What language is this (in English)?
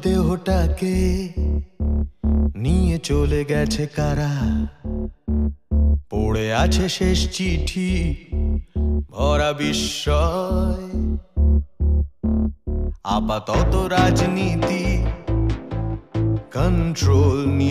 Bangla